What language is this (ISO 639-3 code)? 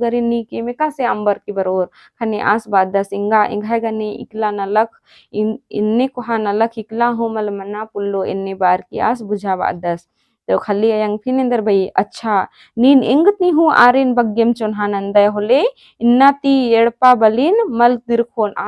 kru